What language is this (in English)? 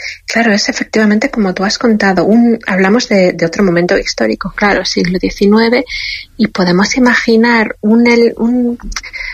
Spanish